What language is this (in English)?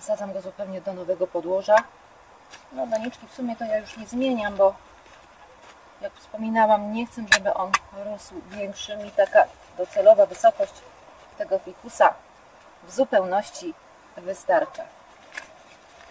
Polish